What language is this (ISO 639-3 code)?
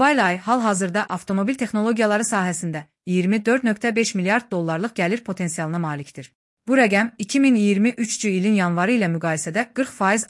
aze